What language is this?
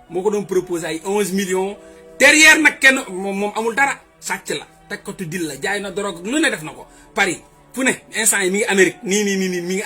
Wolof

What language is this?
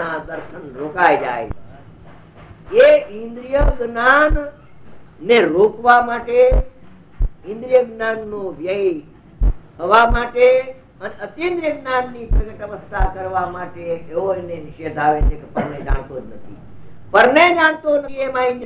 Gujarati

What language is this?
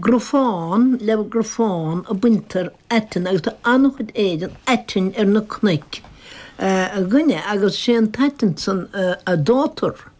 Irish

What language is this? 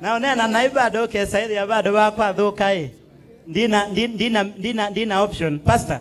Kamba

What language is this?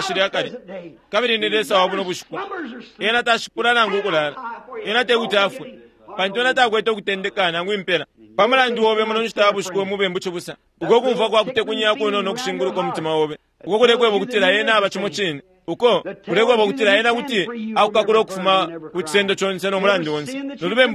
Bemba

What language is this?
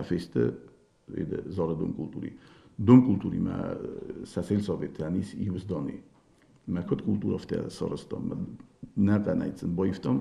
Ossetic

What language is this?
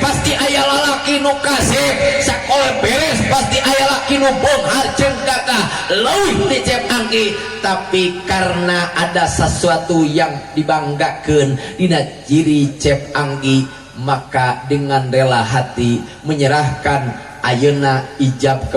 Sundanese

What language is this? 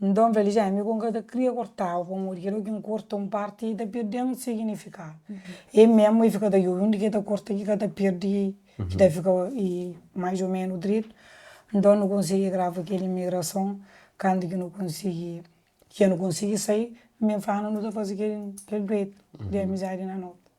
Kabuverdianu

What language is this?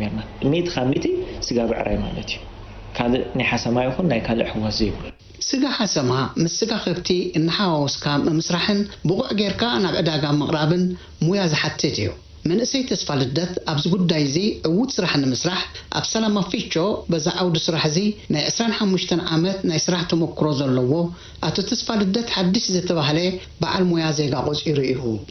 Tigrinya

